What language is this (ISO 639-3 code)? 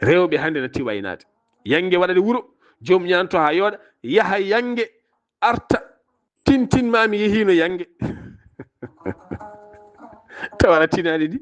ful